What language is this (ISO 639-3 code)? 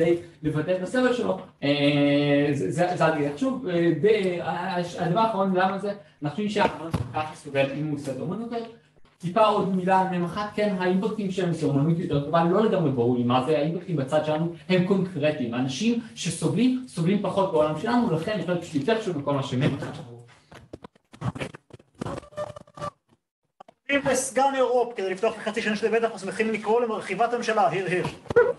heb